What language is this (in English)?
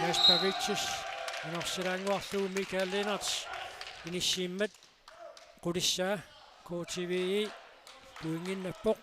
Kalaallisut